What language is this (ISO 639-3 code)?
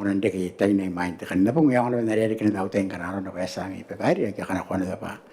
gil